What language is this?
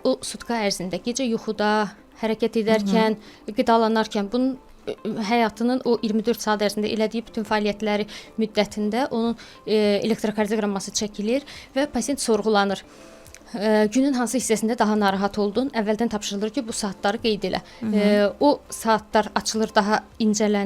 Azerbaijani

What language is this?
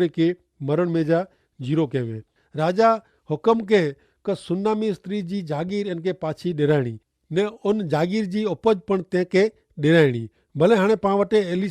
Kachhi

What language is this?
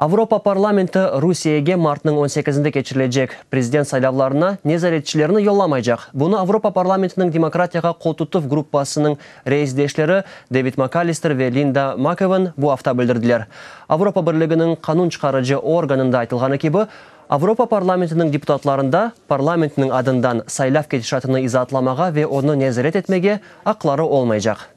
Crimean Tatar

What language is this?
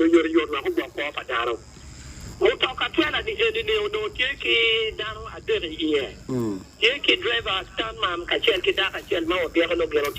Acoli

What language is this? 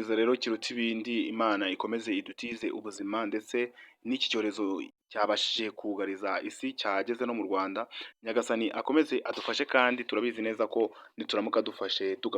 Kinyarwanda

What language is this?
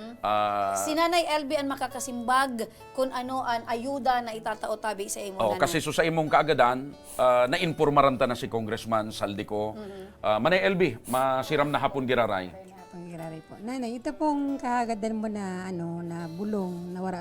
Bikol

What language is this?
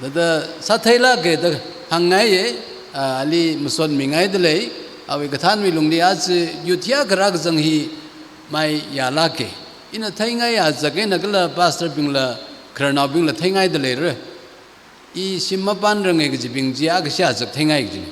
Tangkhul Naga (India)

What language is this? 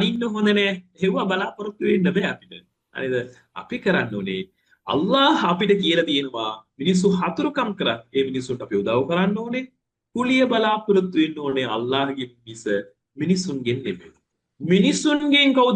Sinhala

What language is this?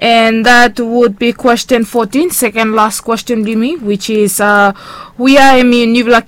Bislama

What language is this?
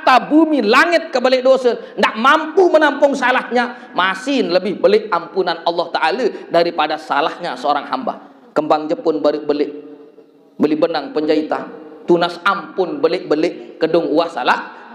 Sasak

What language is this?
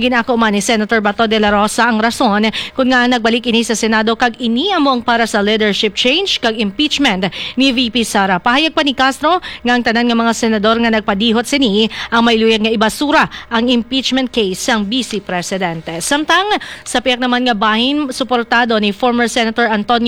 Hiligaynon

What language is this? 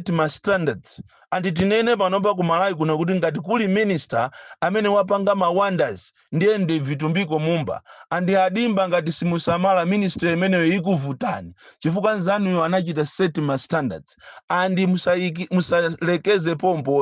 Nyanja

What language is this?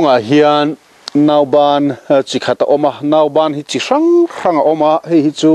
Mizo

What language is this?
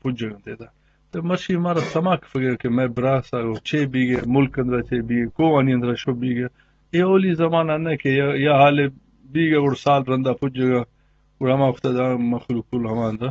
Eastern Balochi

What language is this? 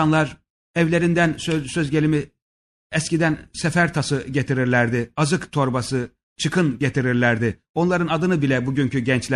Turkish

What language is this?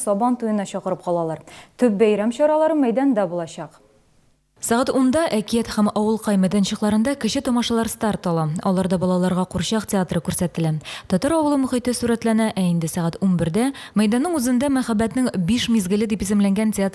Tatar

